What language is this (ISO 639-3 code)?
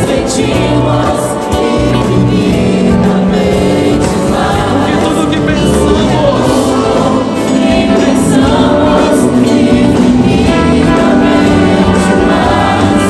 por